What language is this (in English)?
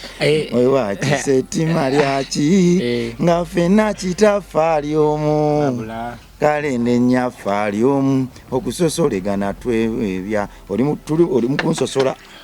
Ganda